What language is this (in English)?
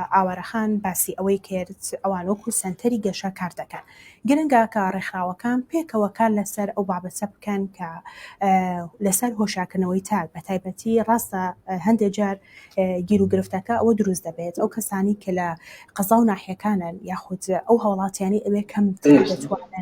Central Kurdish